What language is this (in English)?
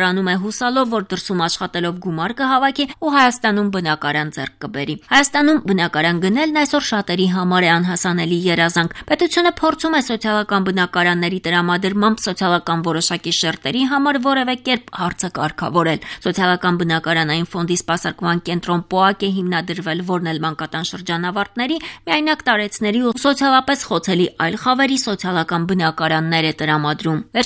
Armenian